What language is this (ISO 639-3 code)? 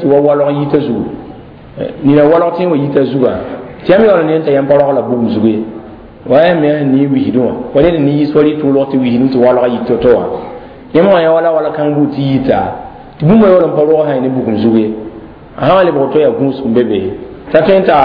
mos